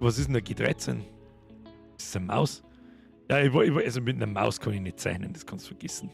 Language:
Bavarian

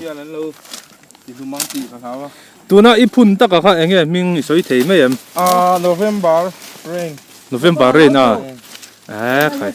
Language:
Mizo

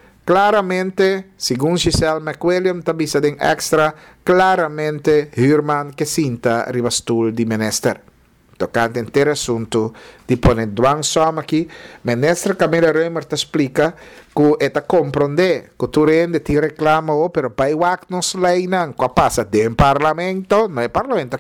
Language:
Papiamento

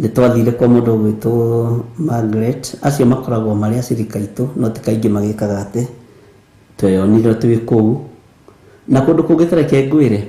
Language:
Kikuyu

